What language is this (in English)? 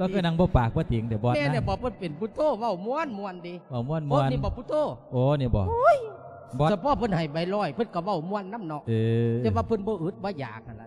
Lao